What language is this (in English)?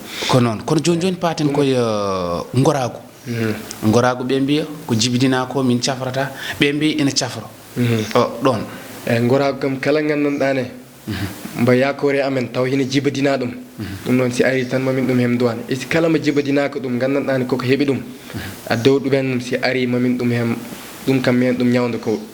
Fula